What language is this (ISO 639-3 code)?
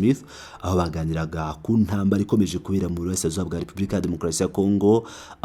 kin